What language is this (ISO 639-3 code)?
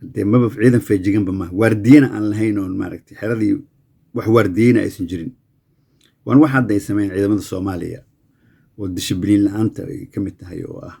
som